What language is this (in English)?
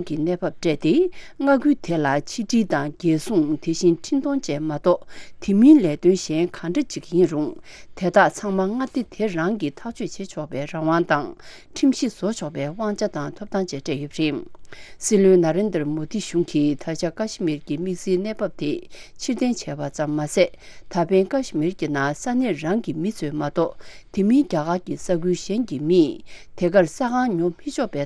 Tibetan